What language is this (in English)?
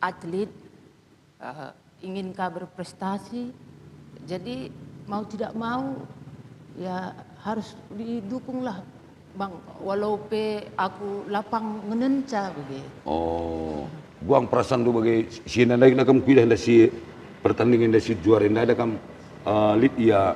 Batak Karo